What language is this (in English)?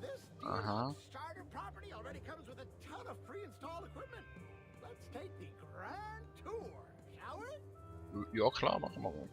Swiss German